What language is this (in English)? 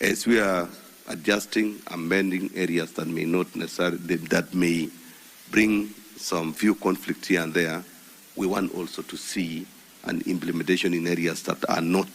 Gusii